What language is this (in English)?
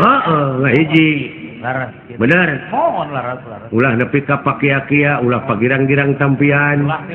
Sundanese